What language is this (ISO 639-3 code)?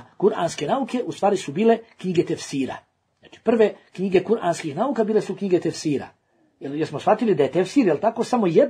bos